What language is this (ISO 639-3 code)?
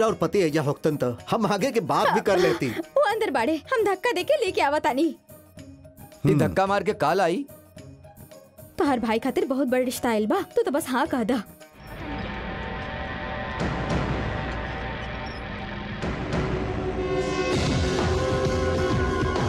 bho